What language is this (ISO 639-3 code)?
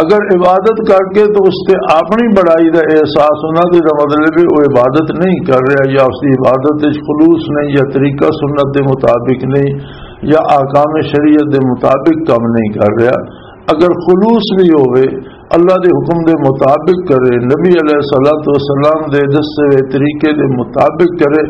lah